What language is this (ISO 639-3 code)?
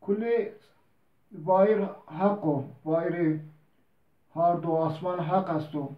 zza